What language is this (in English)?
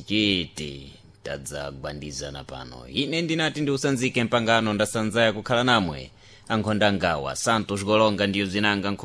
Sena